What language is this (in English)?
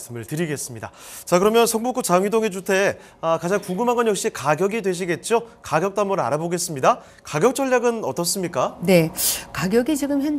Korean